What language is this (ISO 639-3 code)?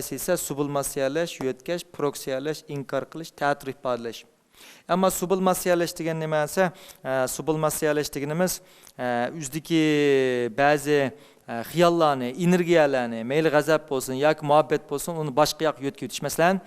uig